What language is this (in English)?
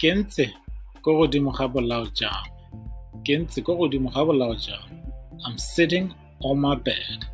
Tswana